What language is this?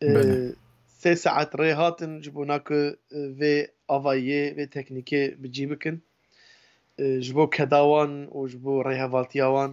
Kurdish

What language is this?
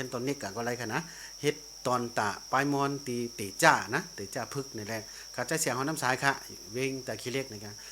Shan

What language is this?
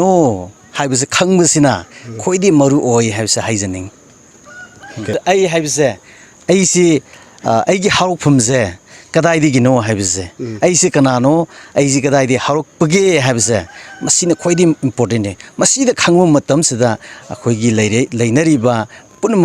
Manipuri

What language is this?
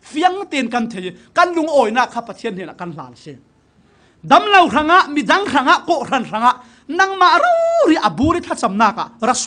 Falam Chin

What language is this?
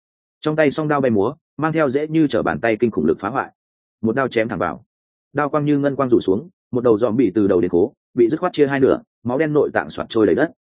Vietnamese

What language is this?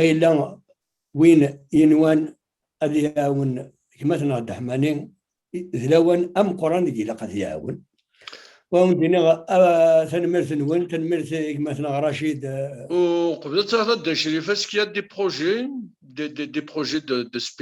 Kabyle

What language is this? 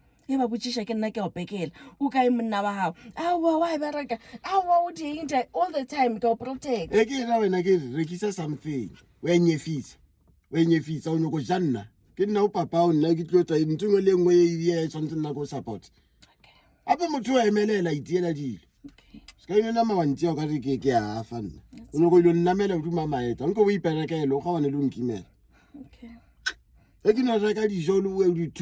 Northern Sotho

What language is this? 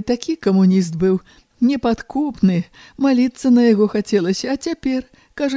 Belarusian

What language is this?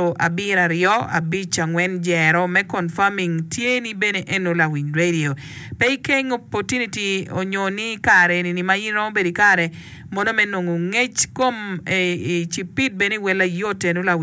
Acoli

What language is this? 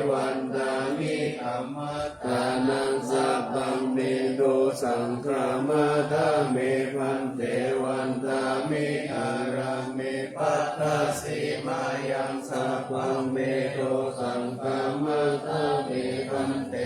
Pali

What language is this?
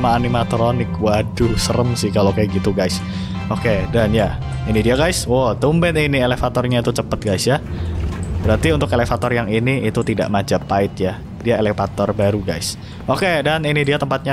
Indonesian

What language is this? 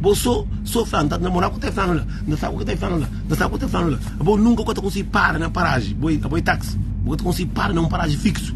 Kabuverdianu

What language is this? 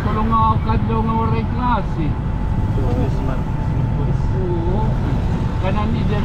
Waray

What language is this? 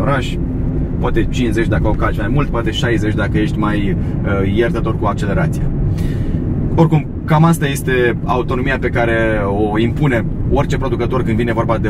Romanian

